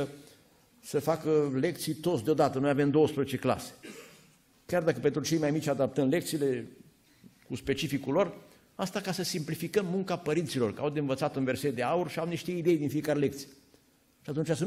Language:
Romanian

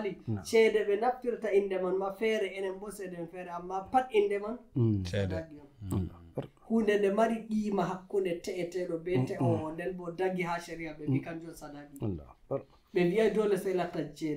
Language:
Nigerian Fulfulde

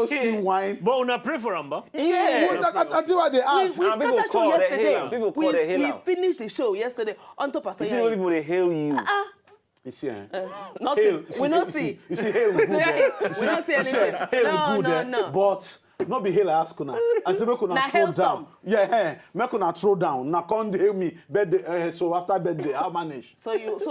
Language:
Nigerian Pidgin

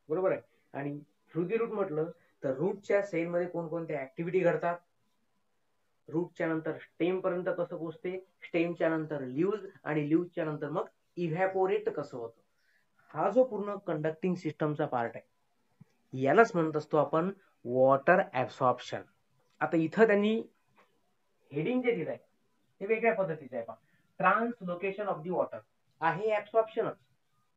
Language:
Marathi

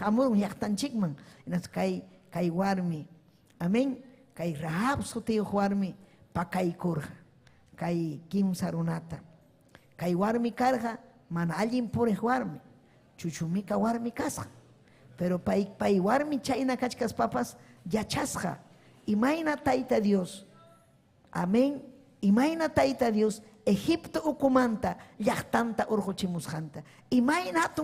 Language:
Ayacucho Quechua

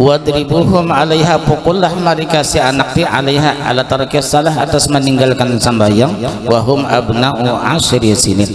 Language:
Banjar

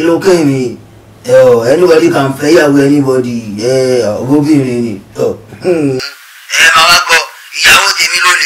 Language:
Yoruba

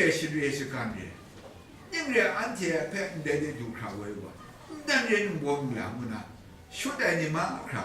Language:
Kachin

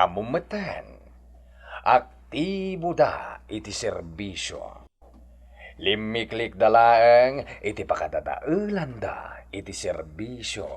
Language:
Iloko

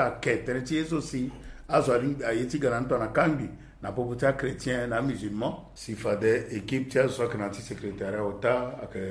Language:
Sango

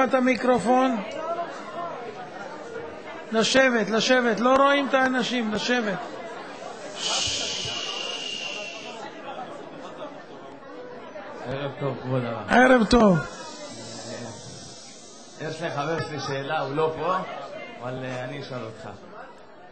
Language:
Hebrew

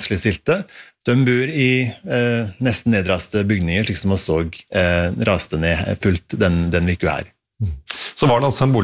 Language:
Norwegian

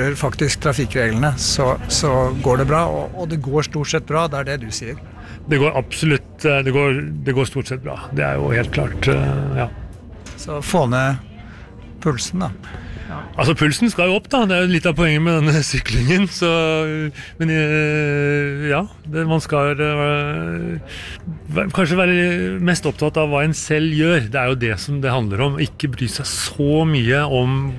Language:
Norwegian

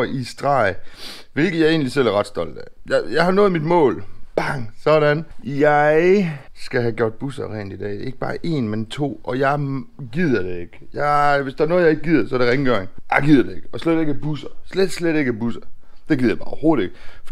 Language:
Danish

